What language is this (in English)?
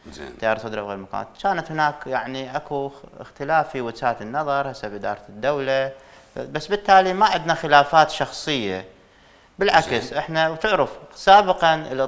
Mesopotamian Arabic